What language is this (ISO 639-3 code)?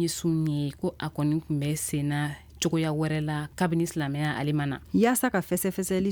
bam